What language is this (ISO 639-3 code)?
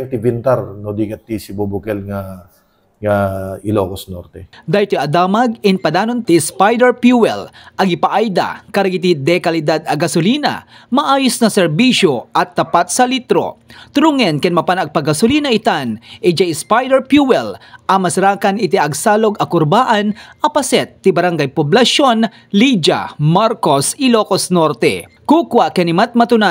ilo